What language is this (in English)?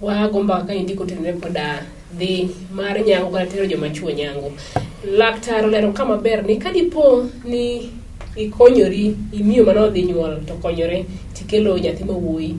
Luo (Kenya and Tanzania)